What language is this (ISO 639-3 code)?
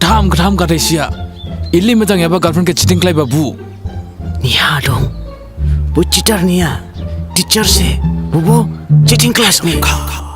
dis